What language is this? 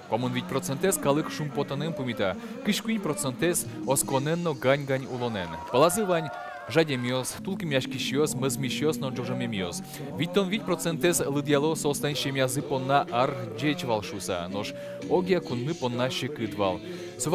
Udmurt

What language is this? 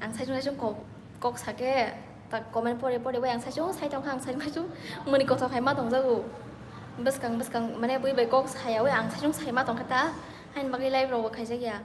Kok Borok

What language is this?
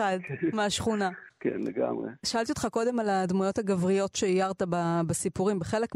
Hebrew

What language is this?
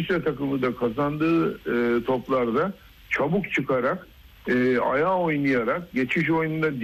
Turkish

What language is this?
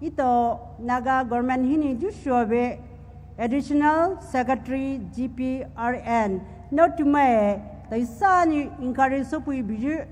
Poumei Naga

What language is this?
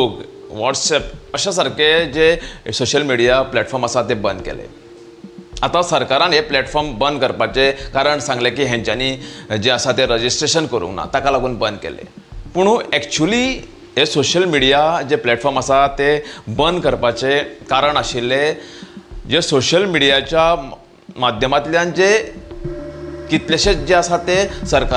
Konkani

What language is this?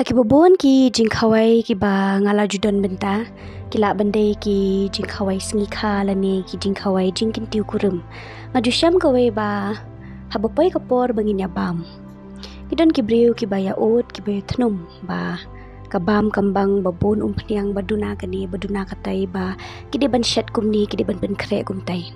Khasi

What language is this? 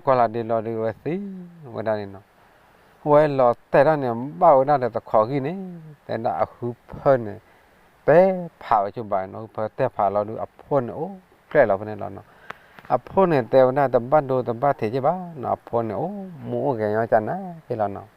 S'gaw Karen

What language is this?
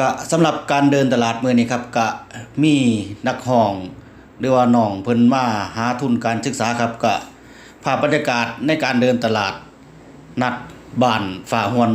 Northeastern Thai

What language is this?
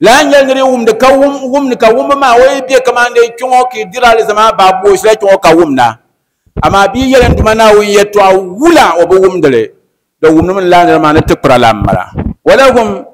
Dagbani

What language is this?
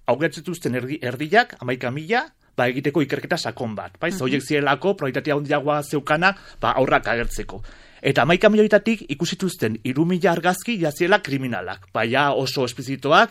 Basque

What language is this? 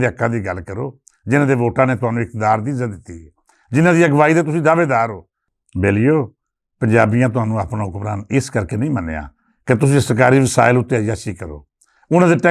Western Panjabi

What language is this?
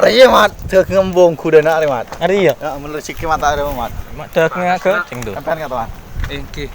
Madurese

